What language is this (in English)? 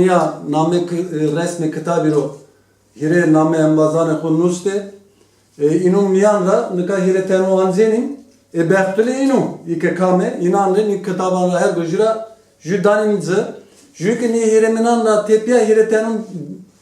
Zaza